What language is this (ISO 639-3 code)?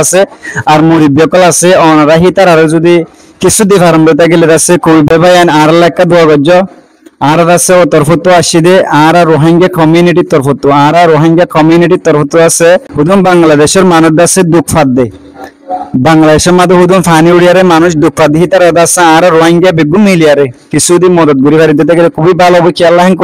rhg